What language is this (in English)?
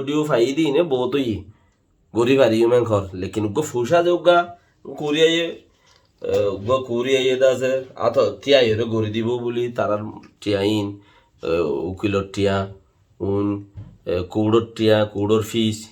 Rohingya